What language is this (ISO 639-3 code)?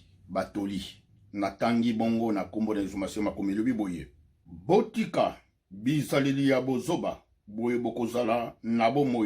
lin